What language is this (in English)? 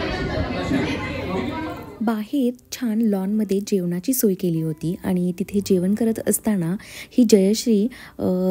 Marathi